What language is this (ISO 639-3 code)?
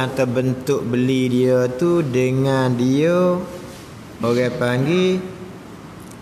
msa